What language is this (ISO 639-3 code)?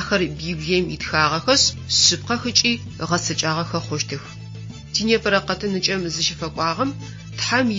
ady